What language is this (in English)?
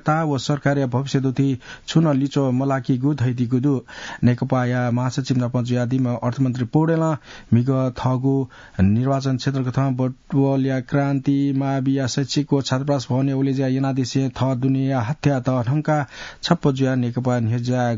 Newari